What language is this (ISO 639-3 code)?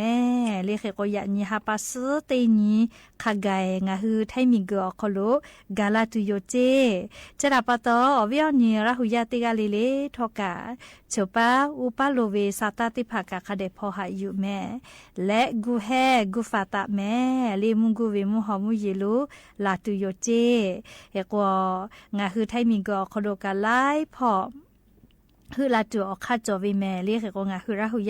lhu